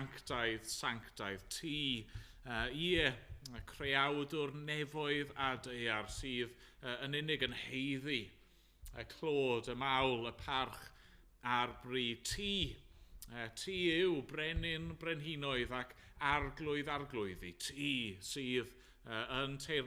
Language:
Welsh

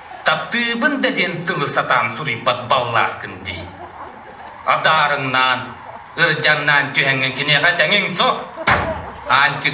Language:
Yakut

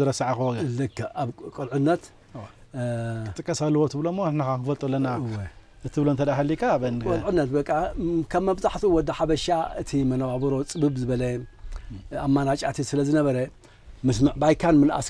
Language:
Tigrinya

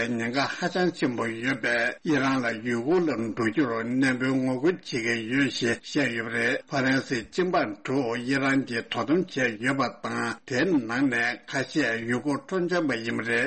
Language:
Tibetan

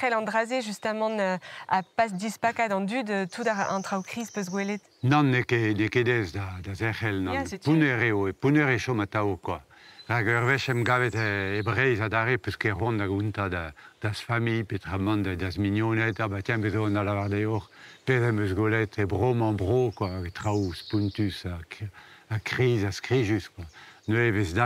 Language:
Breton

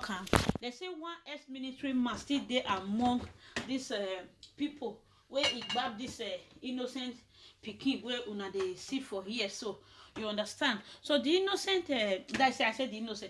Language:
Nigerian Pidgin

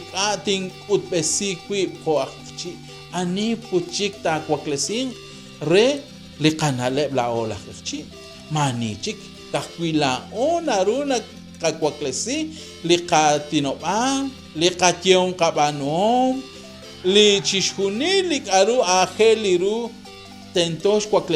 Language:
Kekchí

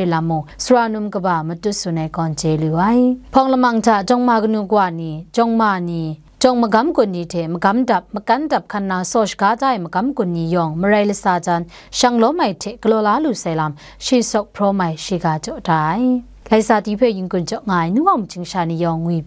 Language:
Kachin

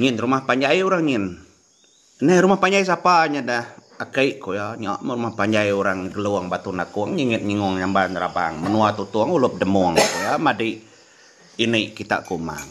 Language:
Iban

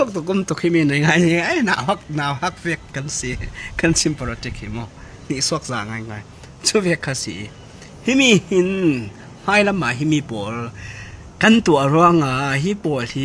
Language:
Falam Chin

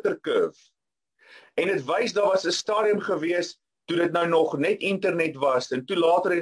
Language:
Afrikaans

